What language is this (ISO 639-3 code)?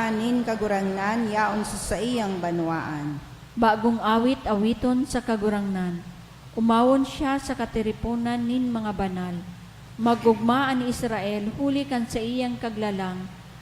bik